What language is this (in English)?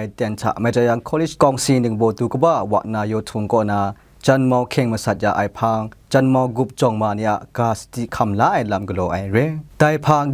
Kachin